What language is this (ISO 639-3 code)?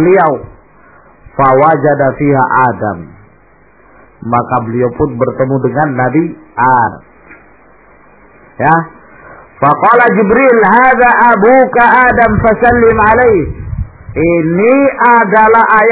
ind